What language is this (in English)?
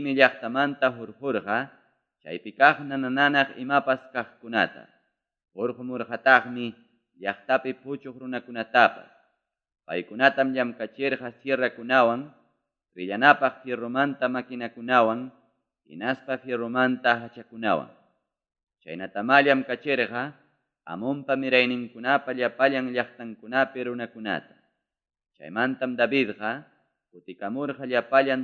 Ayacucho Quechua